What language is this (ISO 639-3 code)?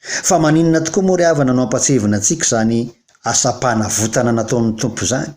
mlg